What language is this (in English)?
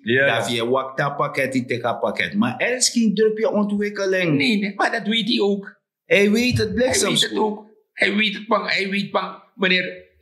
Sranan Tongo